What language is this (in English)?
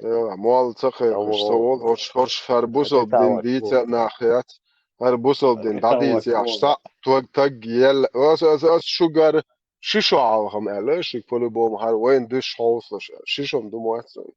Chechen